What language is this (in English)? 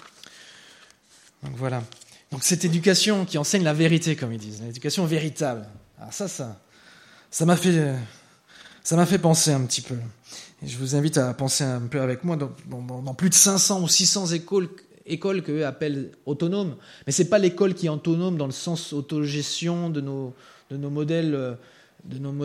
French